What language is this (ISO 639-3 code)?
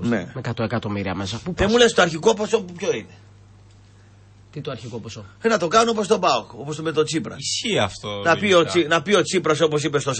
ell